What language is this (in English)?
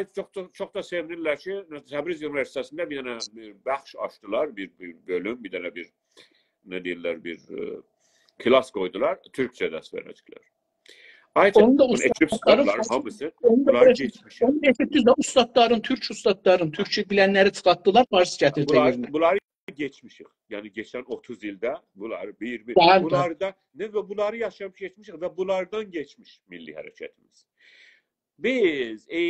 South Azerbaijani